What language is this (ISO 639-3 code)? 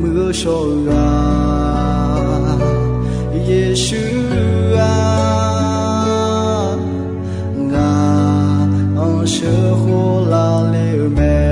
ahk